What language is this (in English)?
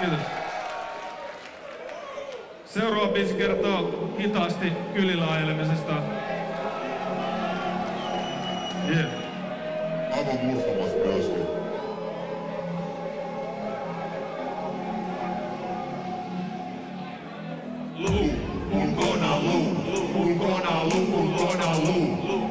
Finnish